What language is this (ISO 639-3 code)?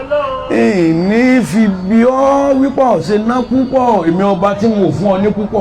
yor